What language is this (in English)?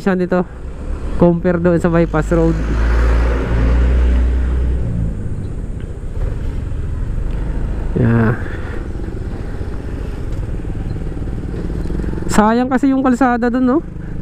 Filipino